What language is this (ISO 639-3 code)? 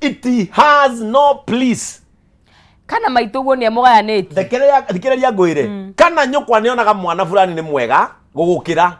kik